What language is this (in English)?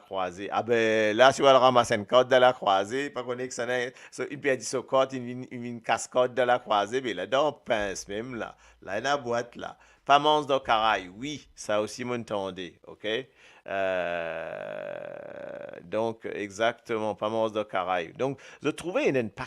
Morisyen